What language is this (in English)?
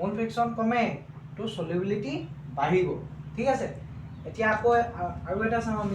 Assamese